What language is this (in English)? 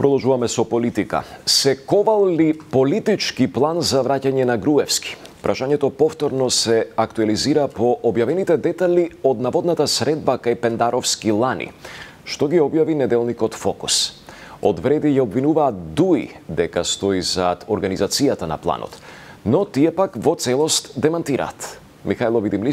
Macedonian